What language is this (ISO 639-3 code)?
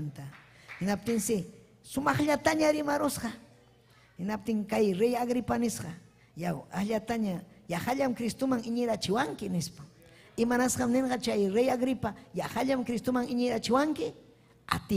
quy